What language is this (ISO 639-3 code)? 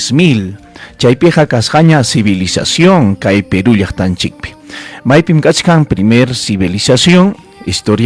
quy